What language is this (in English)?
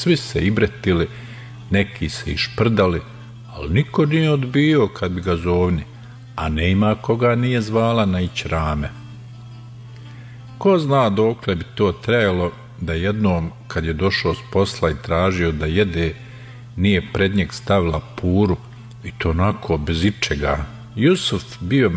Bosnian